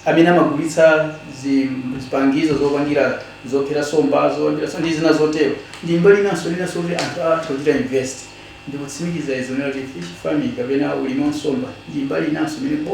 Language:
Nyanja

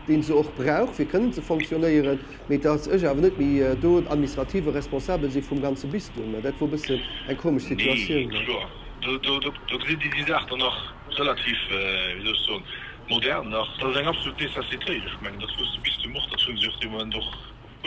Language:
Luxembourgish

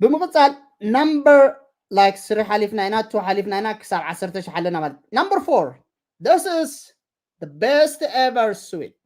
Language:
Tigrinya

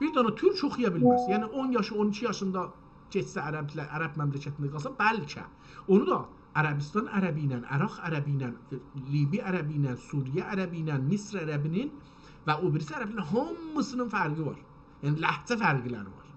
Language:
South Azerbaijani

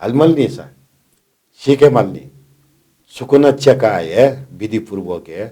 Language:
Newari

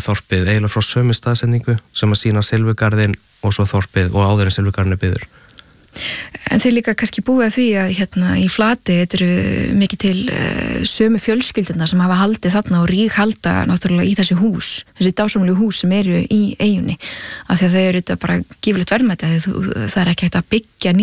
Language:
Icelandic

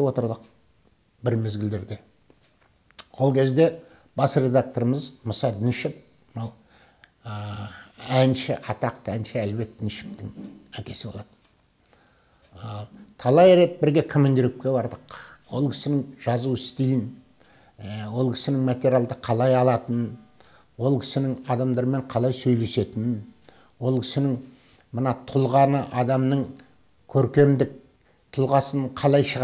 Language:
Kazakh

